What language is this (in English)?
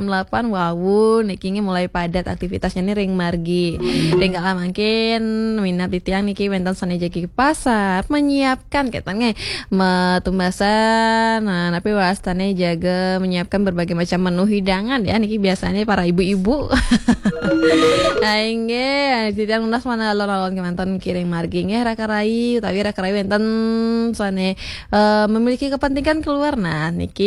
Balinese